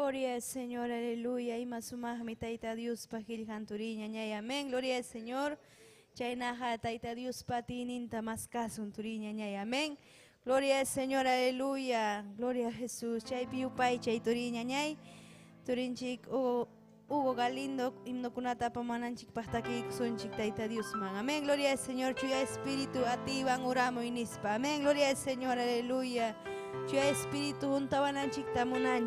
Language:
Ayacucho Quechua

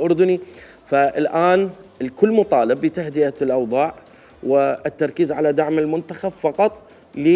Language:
Mesopotamian Arabic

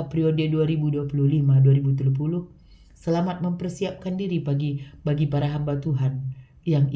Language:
Batak Karo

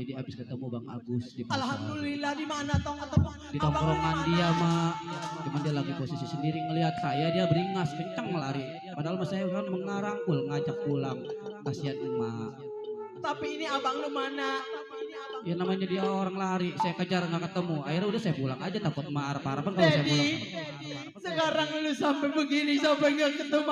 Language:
Betawi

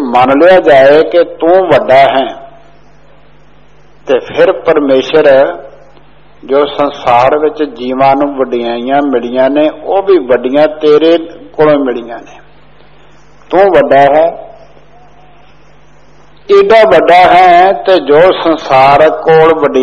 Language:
Punjabi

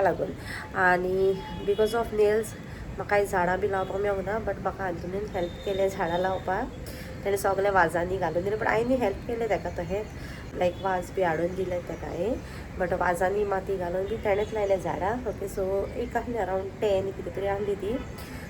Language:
Konkani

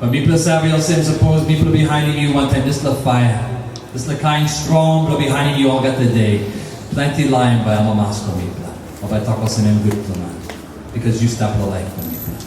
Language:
Tok Pisin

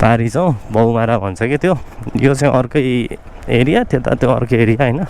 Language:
Nepali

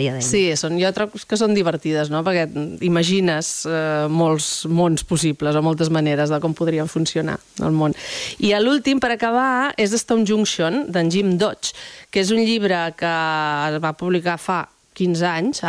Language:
Catalan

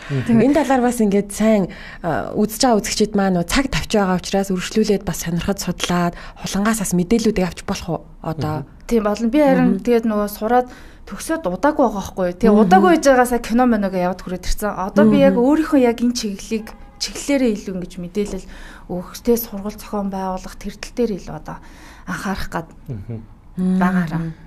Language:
Mongolian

